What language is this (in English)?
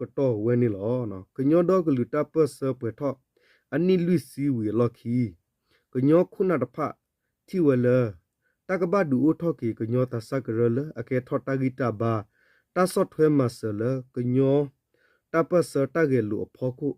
S'gaw Karen